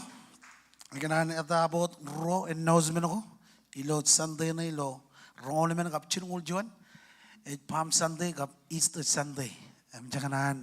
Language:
Marshallese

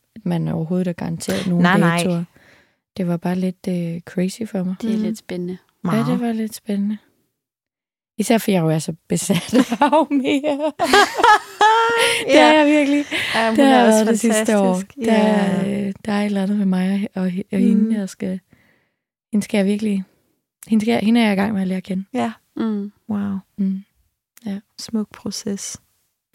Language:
Danish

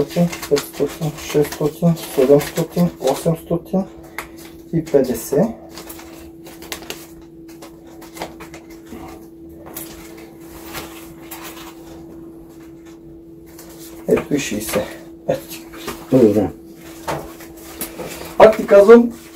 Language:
Bulgarian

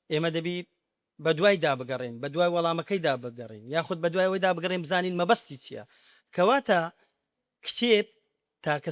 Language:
Central Kurdish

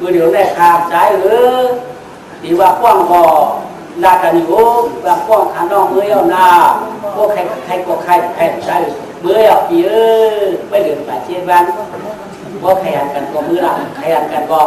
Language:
Shan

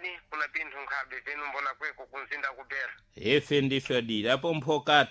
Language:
Sena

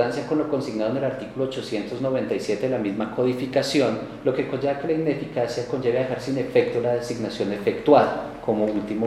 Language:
Spanish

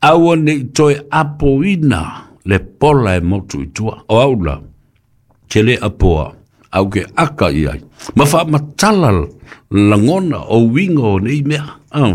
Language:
Samoan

